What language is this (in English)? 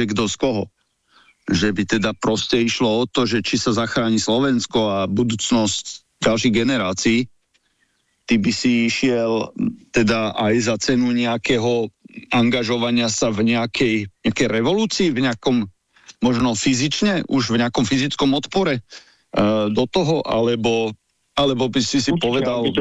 Slovak